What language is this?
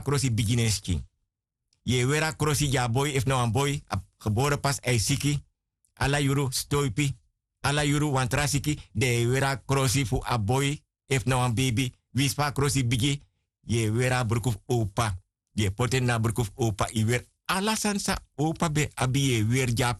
Sranan Tongo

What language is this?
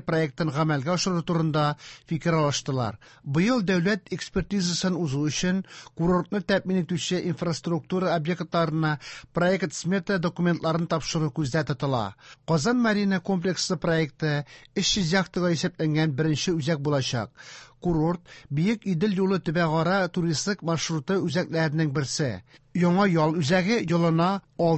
Tatar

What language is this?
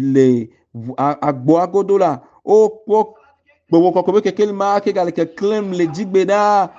Ewe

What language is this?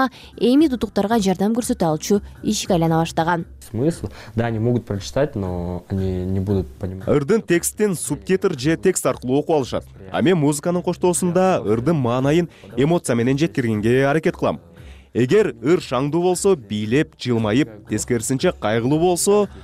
Kyrgyz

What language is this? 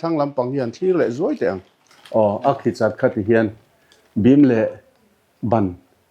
Mizo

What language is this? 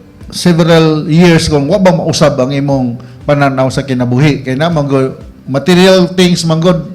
Cebuano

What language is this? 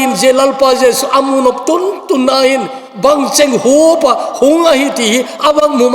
Thado Chin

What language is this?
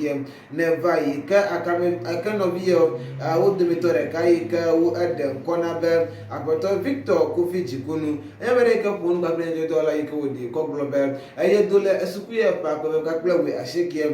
Ewe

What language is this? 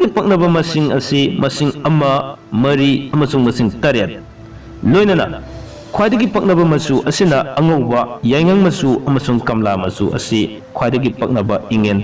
Manipuri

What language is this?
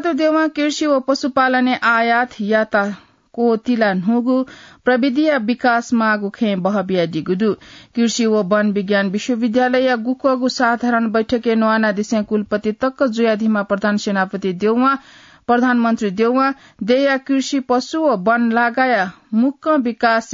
Newari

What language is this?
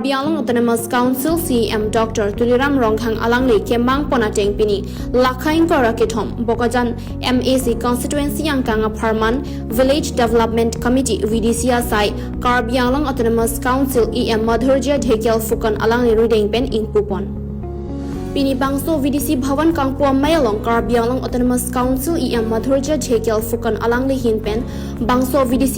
Karbi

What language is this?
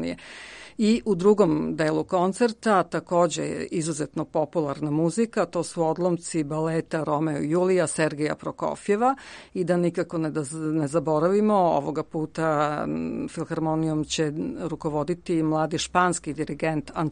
Serbian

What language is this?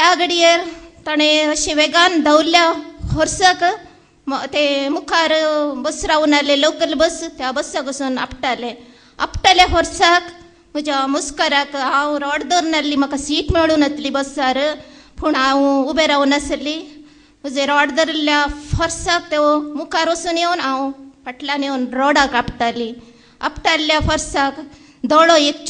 Konkani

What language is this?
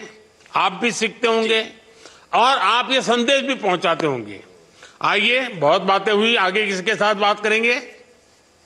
Hindi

